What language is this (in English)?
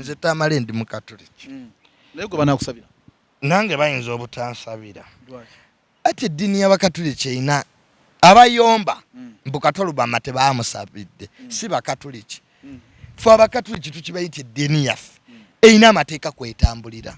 Ganda